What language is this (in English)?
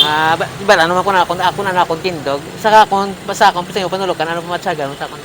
Hiligaynon